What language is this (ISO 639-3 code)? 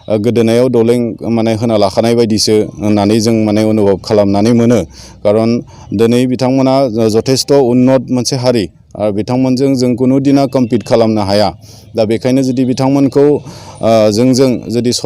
brx